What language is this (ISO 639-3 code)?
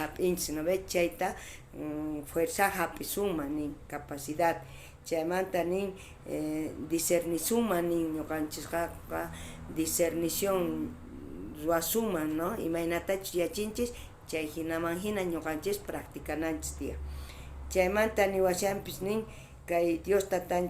quh